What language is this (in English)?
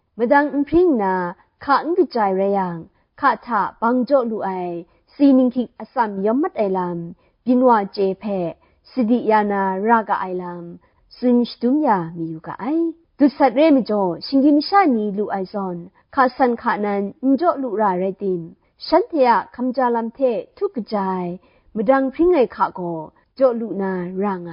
Kachin